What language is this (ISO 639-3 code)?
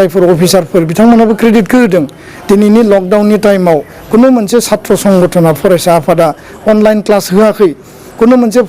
brx